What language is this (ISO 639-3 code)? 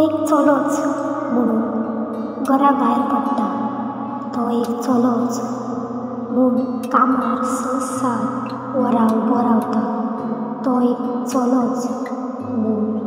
kok